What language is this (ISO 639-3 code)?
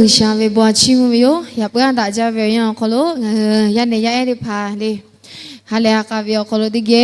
lhu